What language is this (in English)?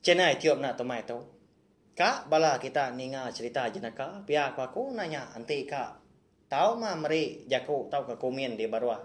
Iban